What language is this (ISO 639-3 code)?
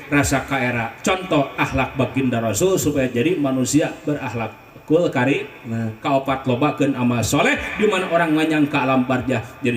sun